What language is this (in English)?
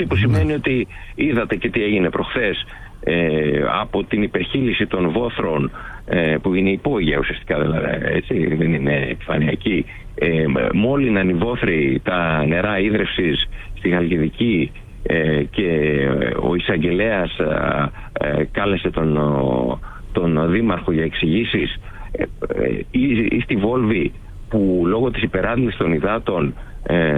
Greek